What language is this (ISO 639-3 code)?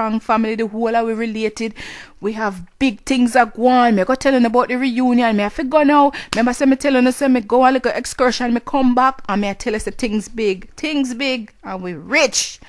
jam